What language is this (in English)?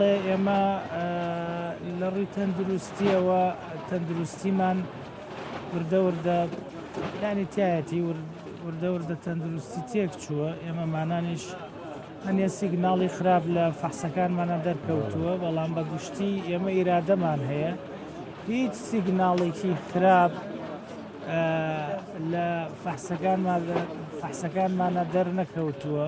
Central Kurdish